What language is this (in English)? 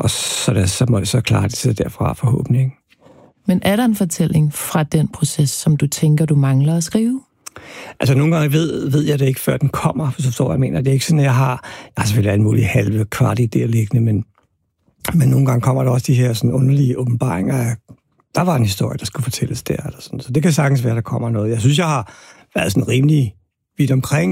Danish